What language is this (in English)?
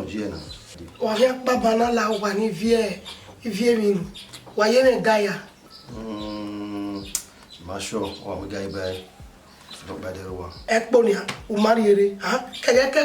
Bini